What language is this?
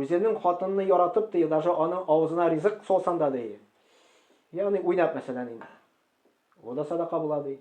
Tatar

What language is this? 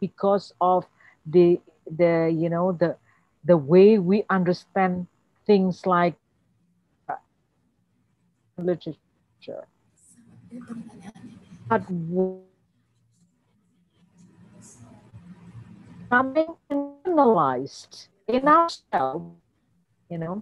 English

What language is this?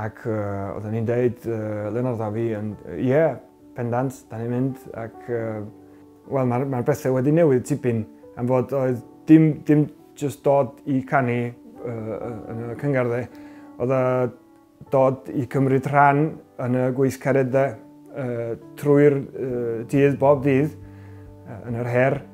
Welsh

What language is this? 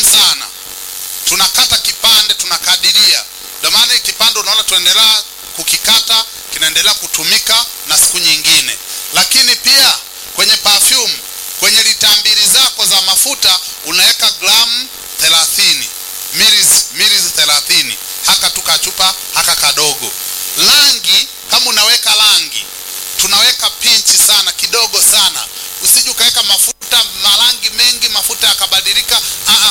Swahili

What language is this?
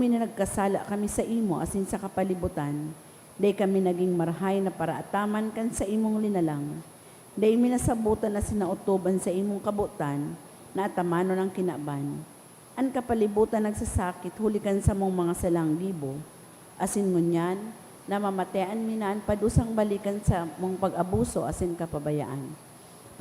Bikol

